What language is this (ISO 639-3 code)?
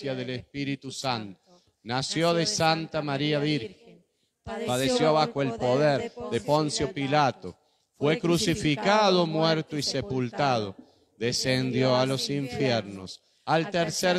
spa